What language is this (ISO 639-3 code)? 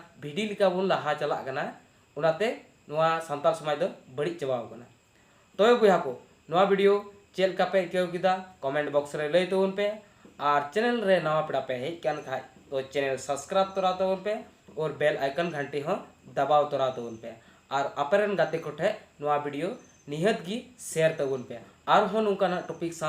sat